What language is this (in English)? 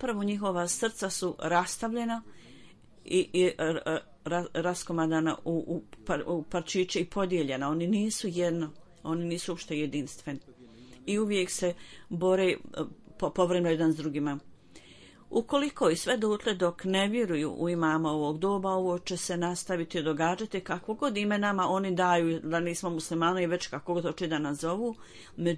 Bosnian